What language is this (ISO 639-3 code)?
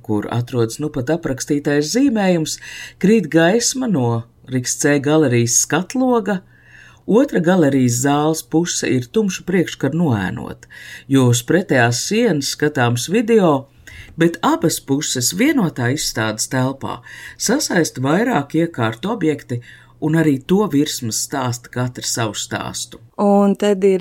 lav